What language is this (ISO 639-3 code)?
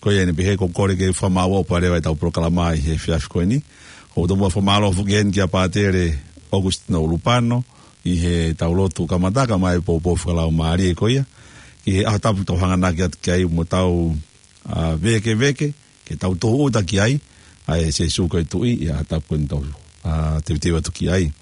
ton